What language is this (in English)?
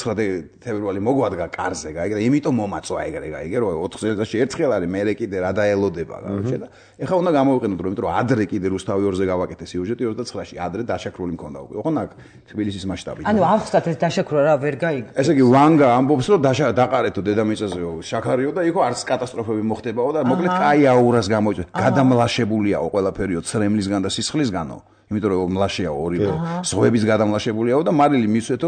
Georgian